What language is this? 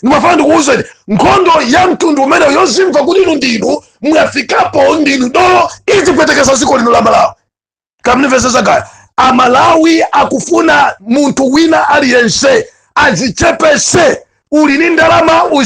Nyanja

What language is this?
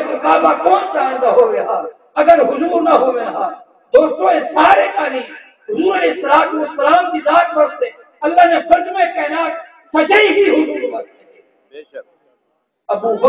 Saraiki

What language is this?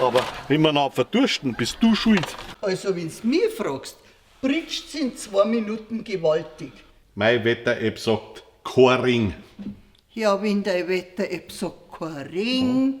Bavarian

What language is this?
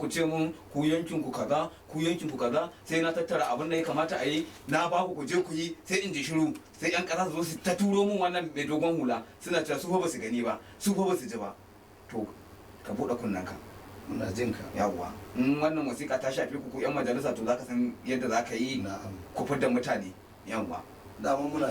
Hausa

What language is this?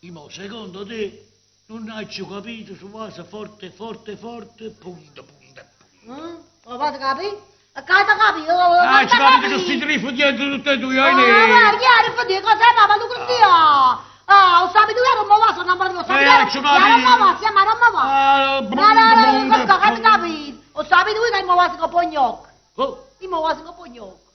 Neapolitan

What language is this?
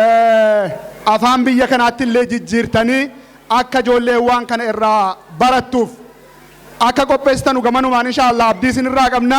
Oromo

